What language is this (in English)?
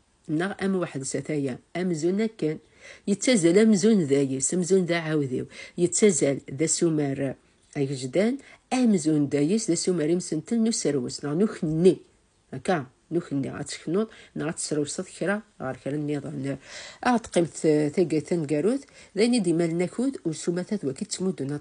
Kabyle